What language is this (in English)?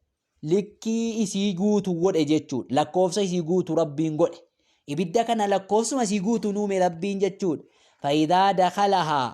Oromo